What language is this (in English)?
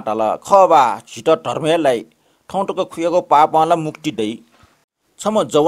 Newari